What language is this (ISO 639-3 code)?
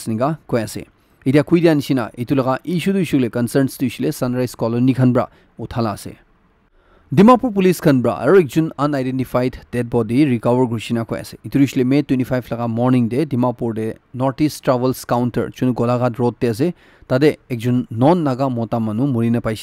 nag